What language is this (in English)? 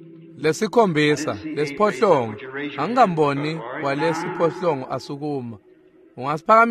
Swati